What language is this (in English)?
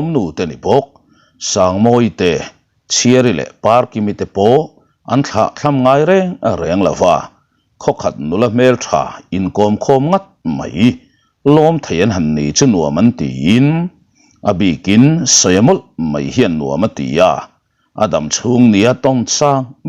Mizo